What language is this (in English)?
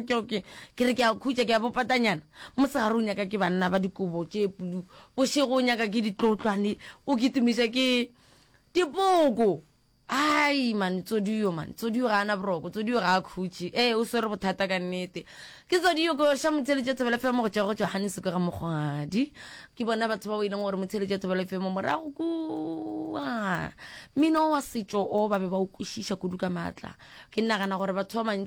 Northern Sotho